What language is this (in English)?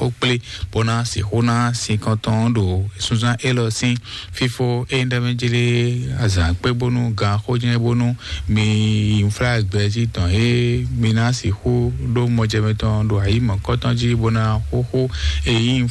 Fon